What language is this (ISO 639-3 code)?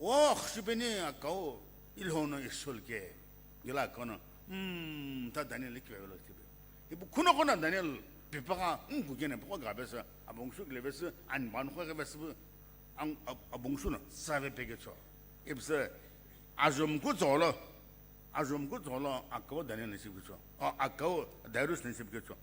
nsm